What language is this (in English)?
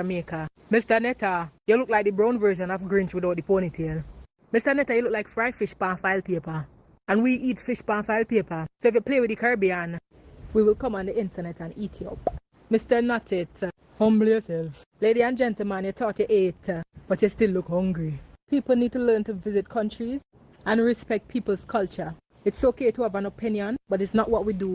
Jamaican Creole English